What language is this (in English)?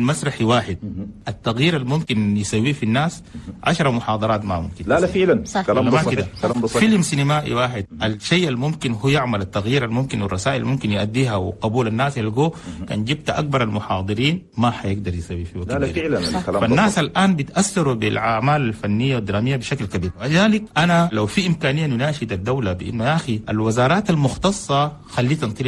Chadian Arabic